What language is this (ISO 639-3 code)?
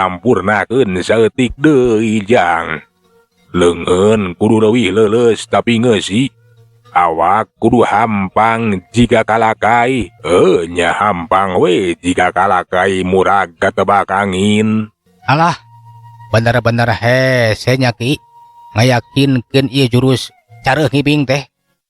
sun